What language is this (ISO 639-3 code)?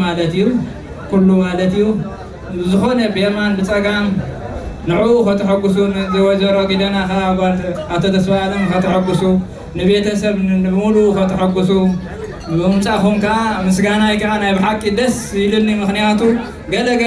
tir